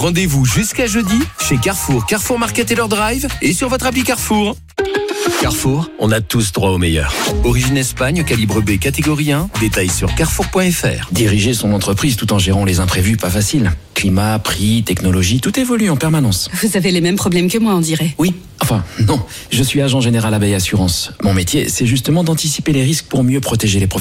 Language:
French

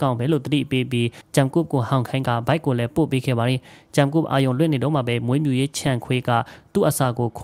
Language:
Burmese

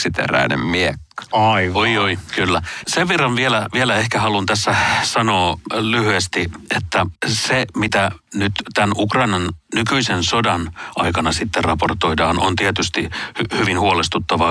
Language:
Finnish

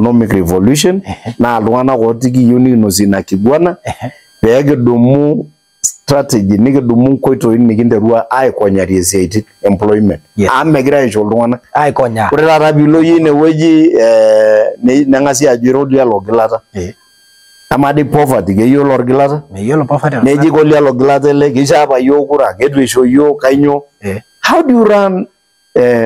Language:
Masai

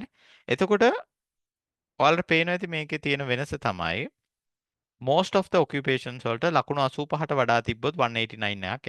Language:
Sinhala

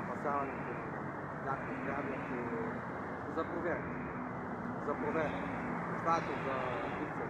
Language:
Bulgarian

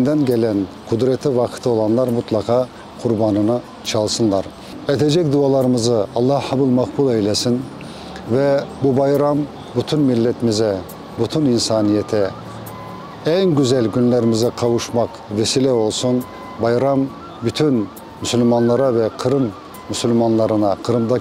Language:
Crimean Tatar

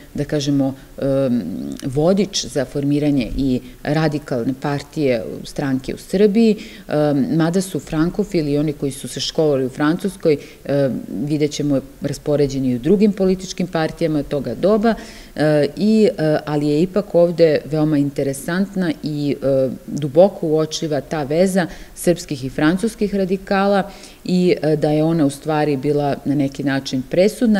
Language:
Serbian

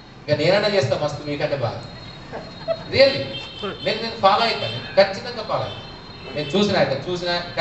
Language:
Telugu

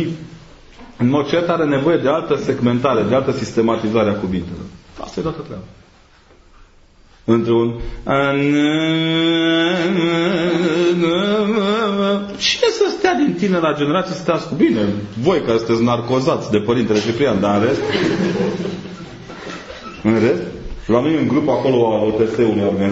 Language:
Romanian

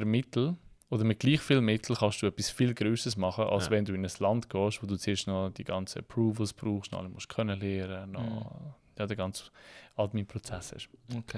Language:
Swiss German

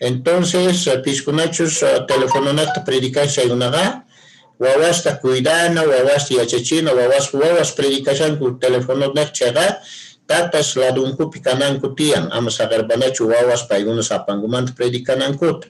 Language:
Quechua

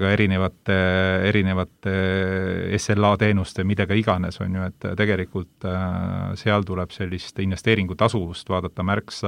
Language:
Estonian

